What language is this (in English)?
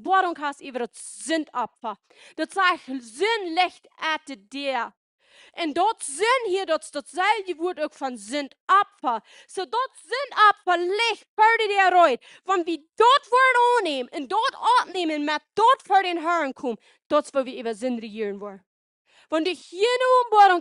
Plautdietsch